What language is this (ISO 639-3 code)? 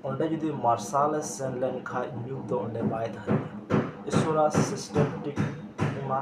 sat